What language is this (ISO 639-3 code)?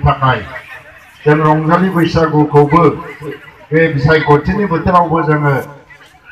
brx